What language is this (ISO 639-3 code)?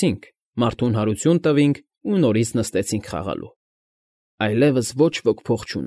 hye